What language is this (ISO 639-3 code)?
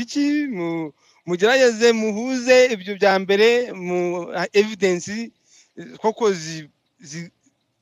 kin